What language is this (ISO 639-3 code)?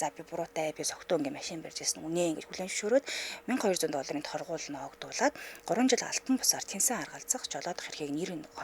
mon